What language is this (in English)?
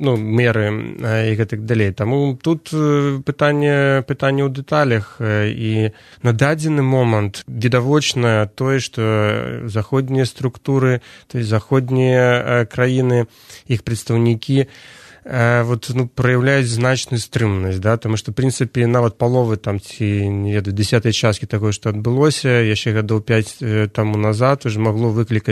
Belarusian